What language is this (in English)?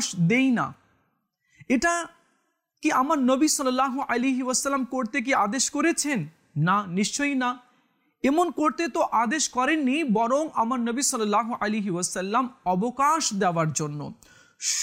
Bangla